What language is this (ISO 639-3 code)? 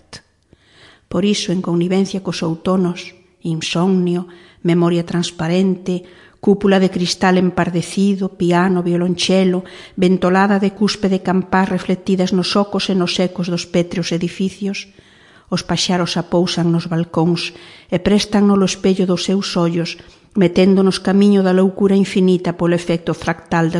glg